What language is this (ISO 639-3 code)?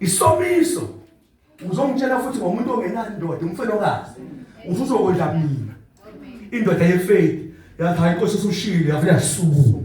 zul